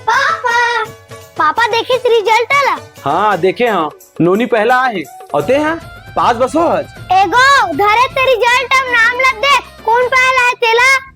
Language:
Chhattisgarhi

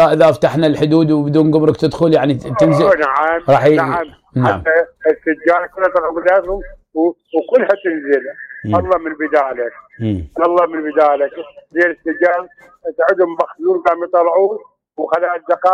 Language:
Mesopotamian Arabic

